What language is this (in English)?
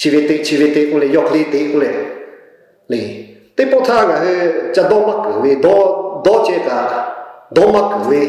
Lahu